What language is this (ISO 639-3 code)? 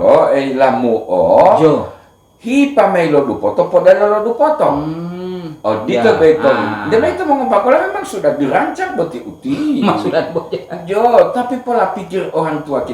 gor